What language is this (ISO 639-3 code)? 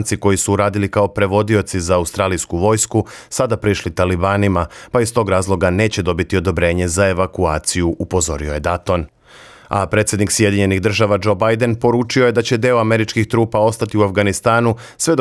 srp